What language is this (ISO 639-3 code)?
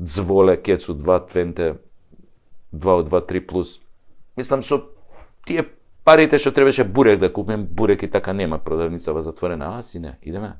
mkd